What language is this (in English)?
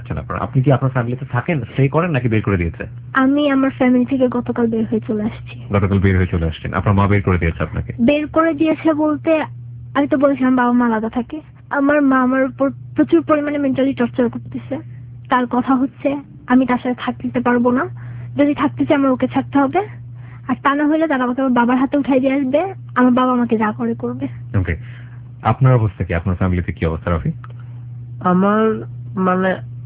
Bangla